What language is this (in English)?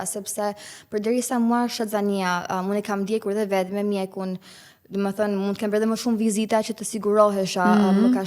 Albanian